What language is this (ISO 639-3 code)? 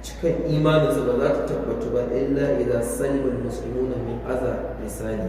hau